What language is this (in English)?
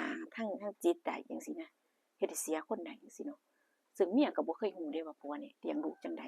Northeastern Thai